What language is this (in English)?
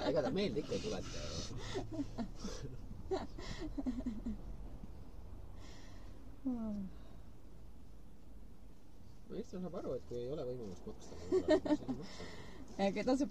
Estonian